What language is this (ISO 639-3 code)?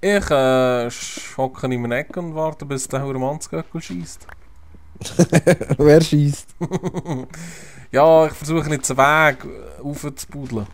gsw